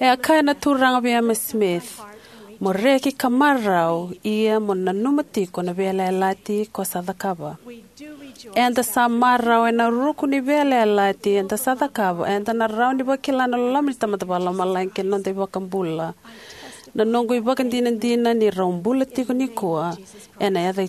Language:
Fijian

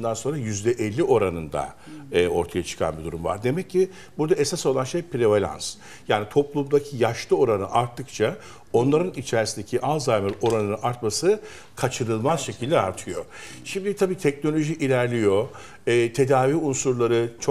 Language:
Turkish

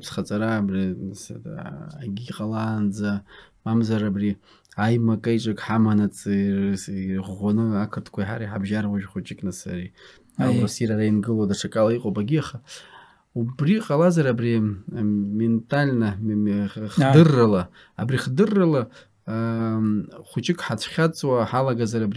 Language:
Abkhazian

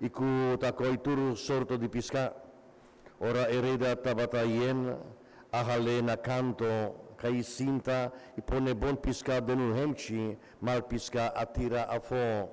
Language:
Papiamento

